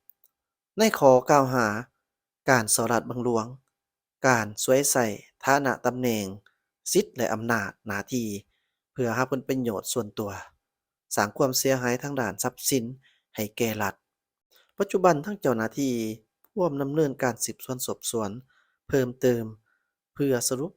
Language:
Lao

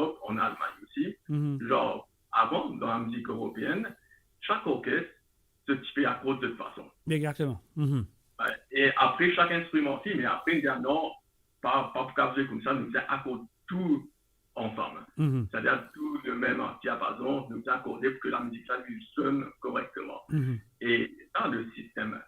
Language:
Morisyen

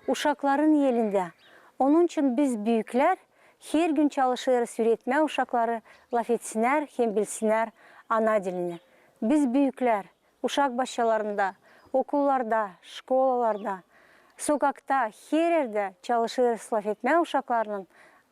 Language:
Gagauz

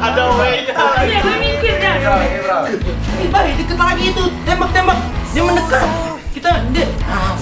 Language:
Betawi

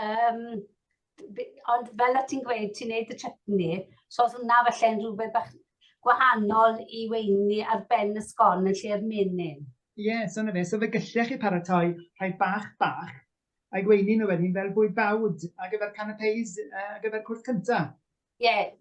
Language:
Welsh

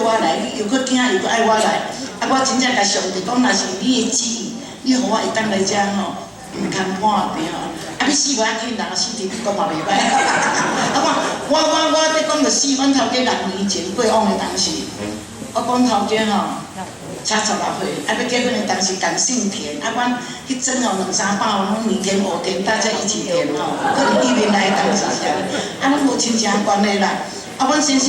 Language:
Min Nan Chinese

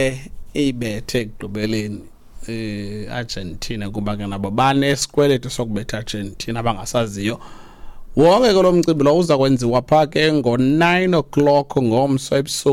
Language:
Xhosa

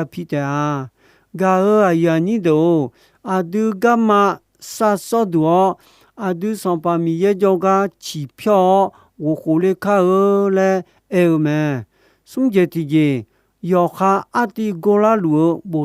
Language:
Akha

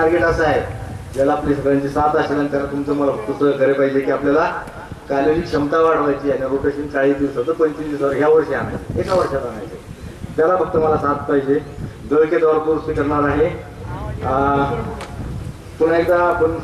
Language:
Marathi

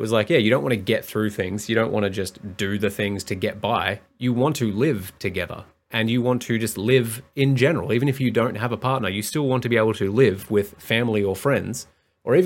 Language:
English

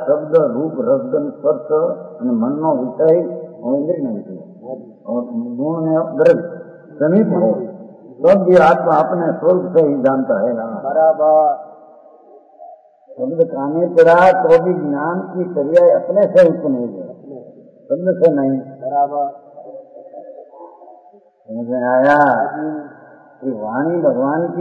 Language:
Hindi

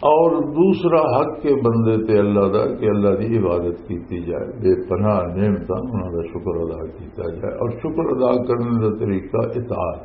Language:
Western Panjabi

